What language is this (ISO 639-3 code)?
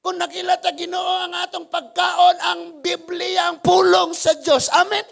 ceb